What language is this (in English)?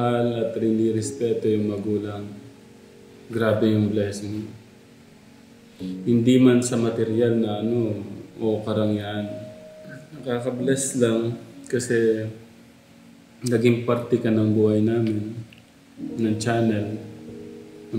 Filipino